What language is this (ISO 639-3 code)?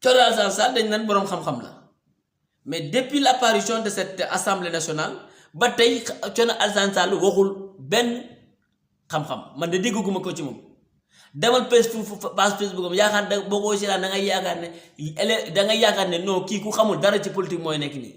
wol